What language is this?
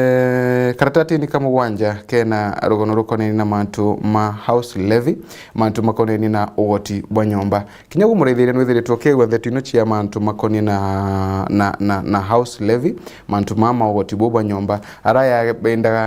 Meru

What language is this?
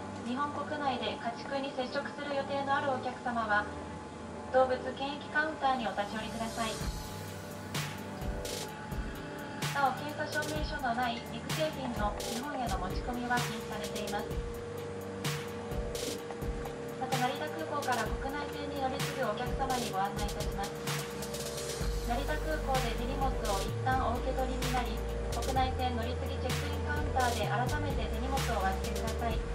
Japanese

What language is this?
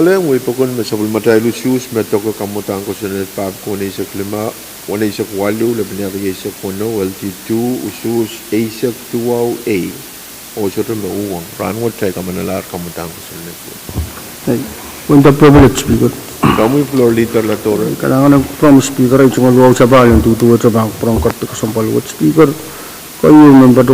Pohnpeian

